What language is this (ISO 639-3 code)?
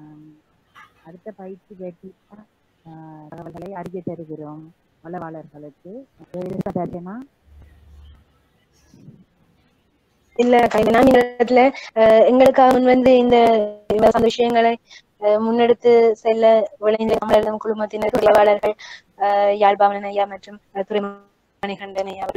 tam